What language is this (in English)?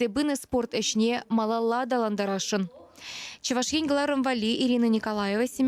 Chuvash